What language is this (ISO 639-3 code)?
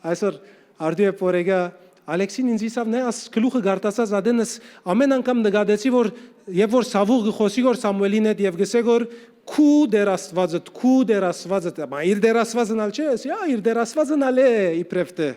hyw